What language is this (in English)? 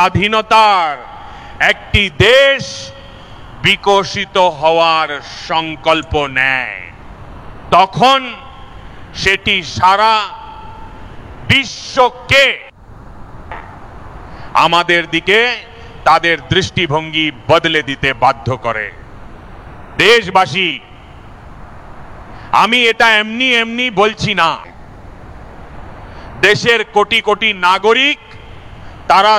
Bangla